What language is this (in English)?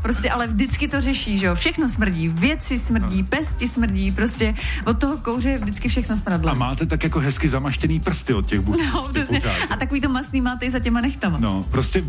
Czech